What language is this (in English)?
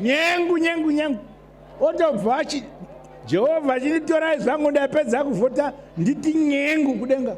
Shona